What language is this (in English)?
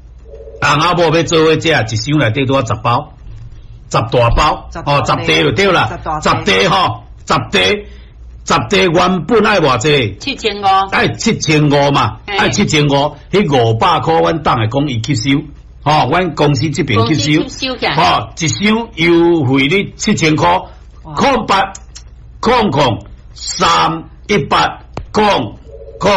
Min Nan Chinese